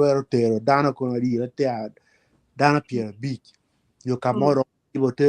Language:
Acoli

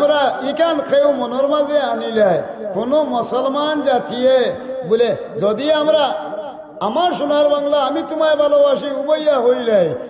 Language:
Sylheti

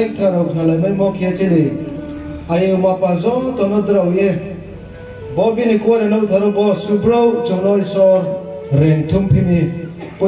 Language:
Riang (India)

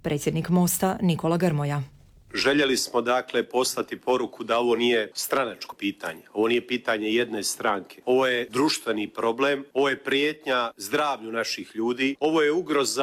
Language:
Croatian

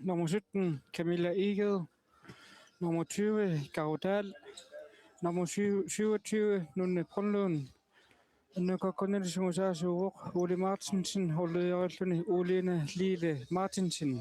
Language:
Kalaallisut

